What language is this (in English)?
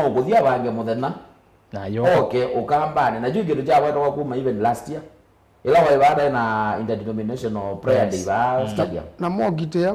Kamba